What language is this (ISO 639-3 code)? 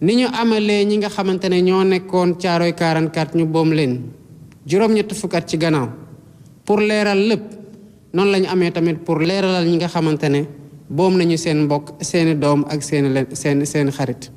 wol